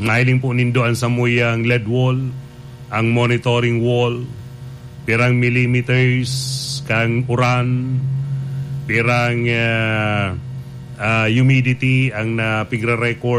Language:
Bikol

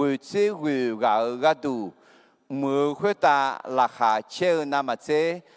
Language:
Akha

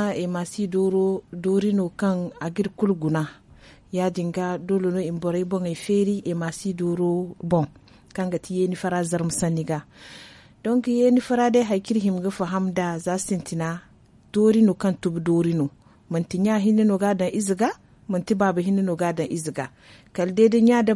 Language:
Zarma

